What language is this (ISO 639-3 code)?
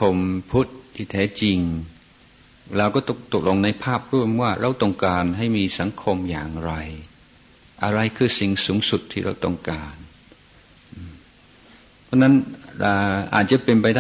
tha